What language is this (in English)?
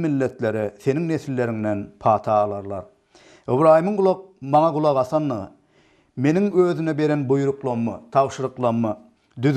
Turkmen